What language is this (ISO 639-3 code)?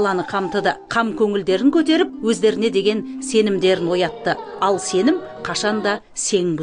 kaz